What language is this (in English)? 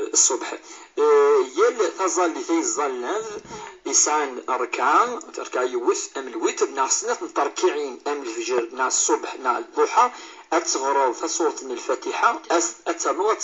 Kabyle